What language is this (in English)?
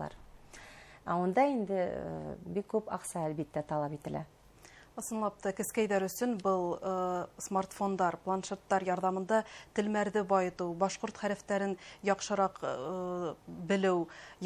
Bashkir